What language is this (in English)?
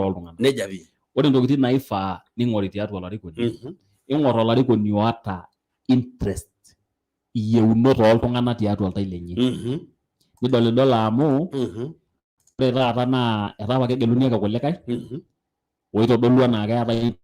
Masai